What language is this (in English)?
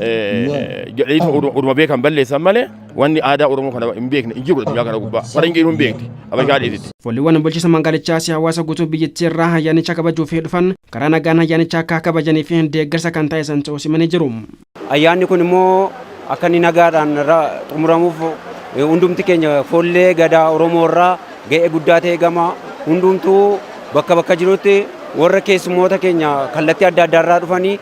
Oromo